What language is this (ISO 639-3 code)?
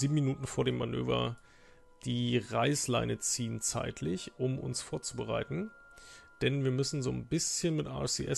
deu